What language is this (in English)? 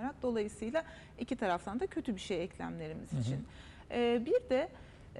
Turkish